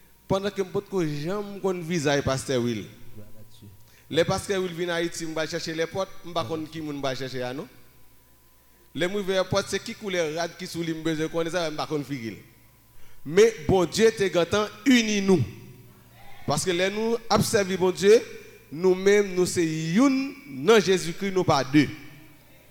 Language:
Haitian Creole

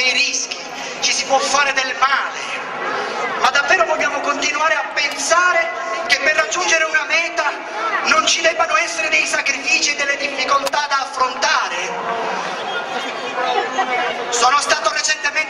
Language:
Italian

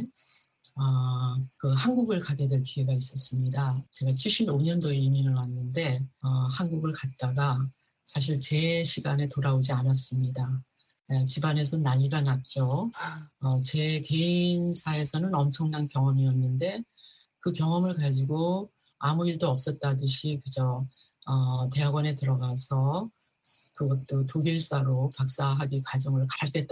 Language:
Korean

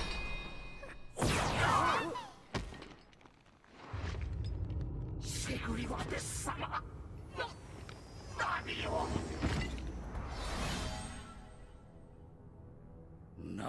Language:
Japanese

